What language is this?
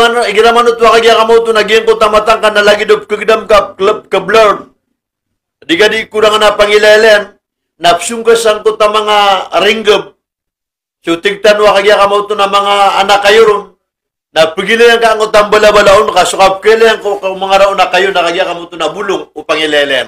Maranao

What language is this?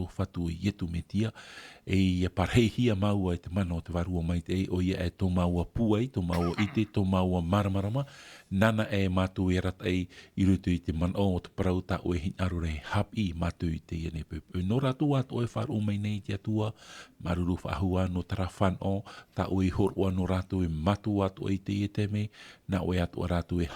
Tahitian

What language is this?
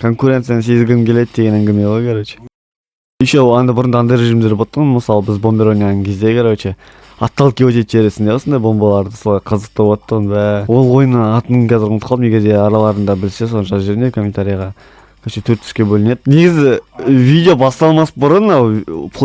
Kazakh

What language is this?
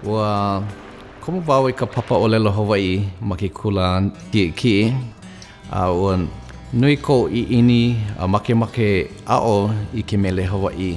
Hawaiian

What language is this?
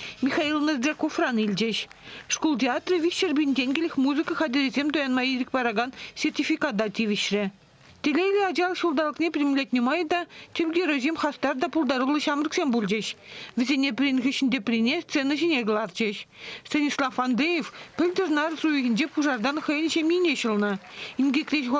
Chuvash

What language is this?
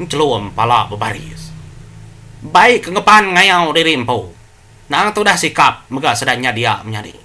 Iban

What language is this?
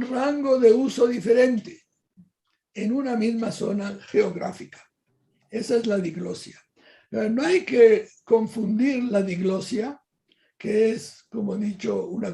Ladino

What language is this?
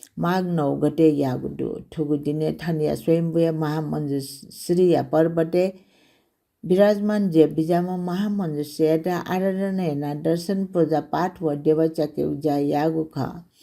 Newari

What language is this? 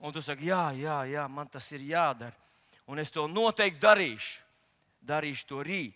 Latvian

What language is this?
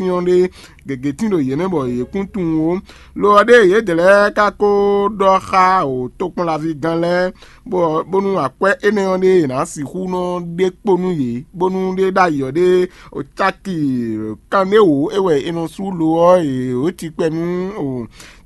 Fon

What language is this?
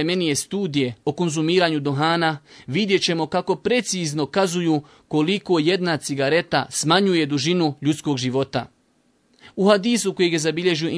Bosnian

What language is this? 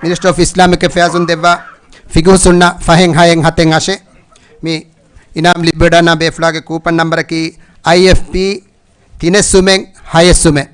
Divehi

